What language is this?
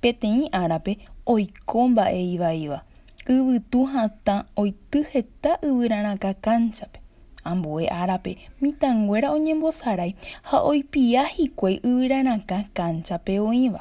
Guarani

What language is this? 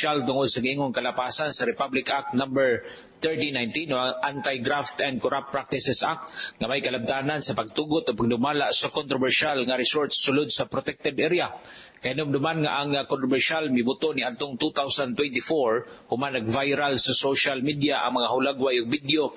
Cebuano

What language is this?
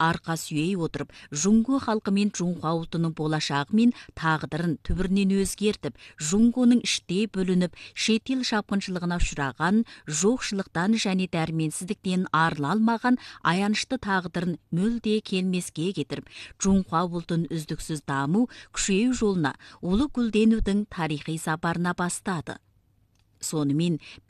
Kazakh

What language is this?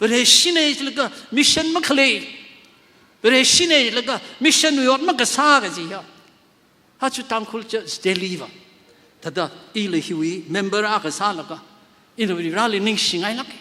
Tangkhul Naga (India)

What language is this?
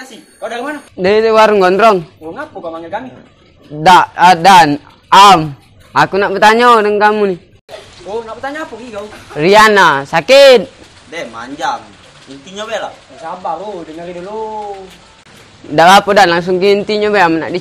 Musi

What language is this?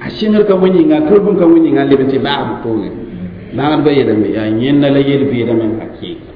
Mossi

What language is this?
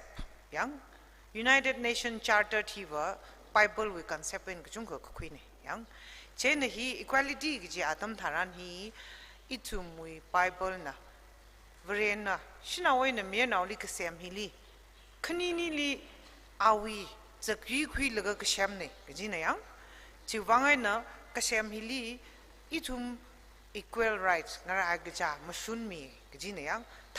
Tangkhul Naga (India)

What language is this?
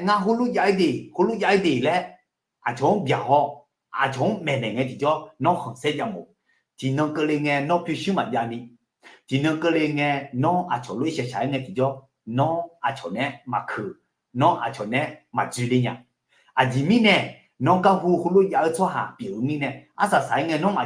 Akha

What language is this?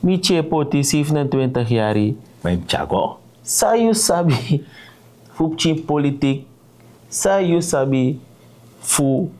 Sranan Tongo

